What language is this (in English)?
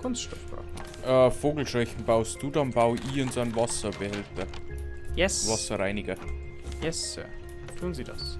Bavarian